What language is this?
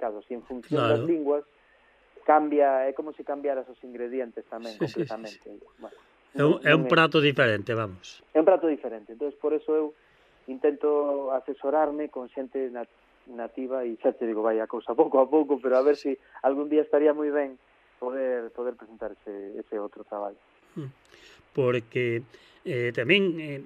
Galician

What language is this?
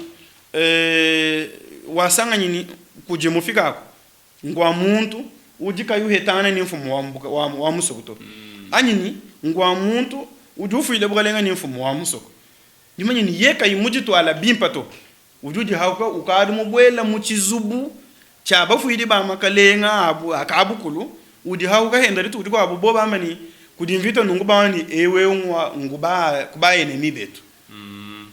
Luba-Lulua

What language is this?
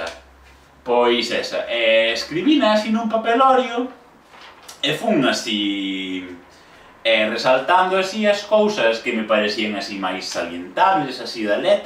Galician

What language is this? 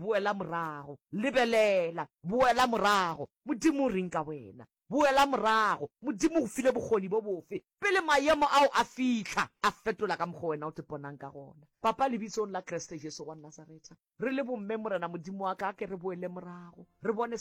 Northern Sotho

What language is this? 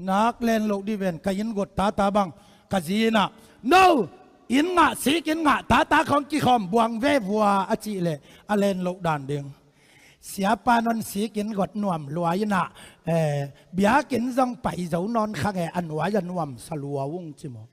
Tedim Chin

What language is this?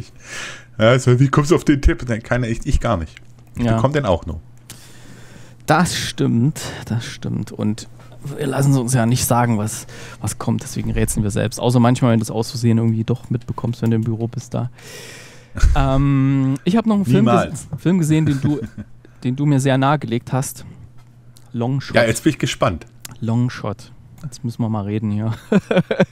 German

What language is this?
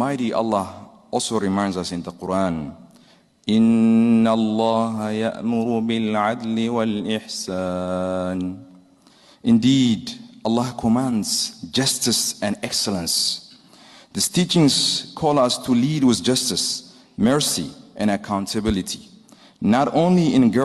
English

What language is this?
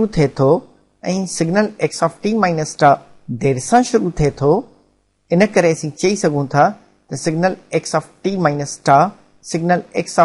Sindhi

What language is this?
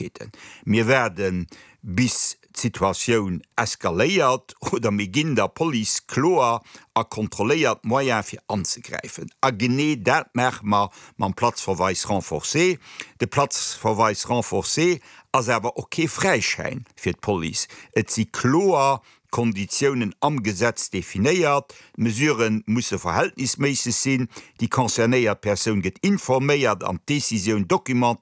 Luxembourgish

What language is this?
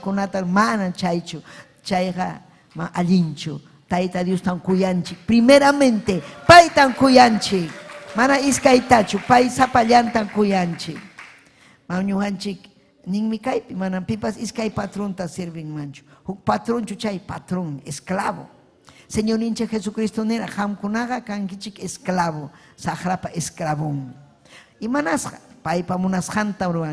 Ayacucho Quechua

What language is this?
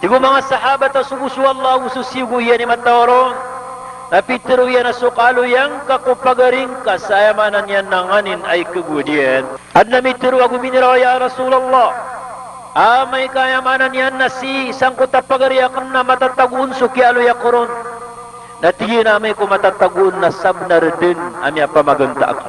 Maranao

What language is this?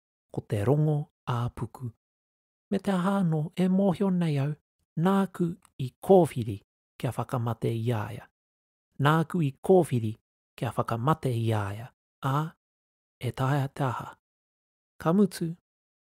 Māori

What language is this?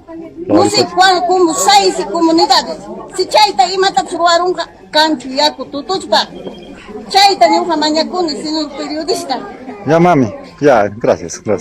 Ayacucho Quechua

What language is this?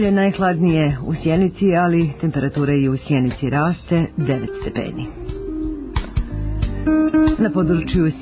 Serbian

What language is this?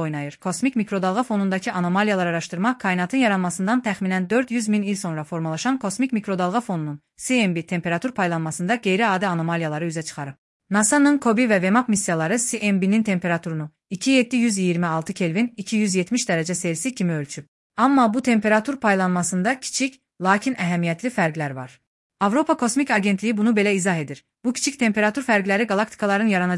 Azerbaijani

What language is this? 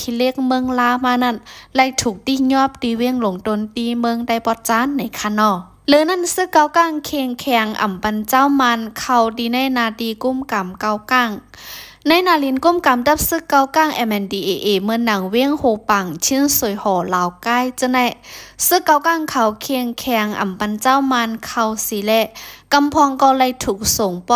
Shan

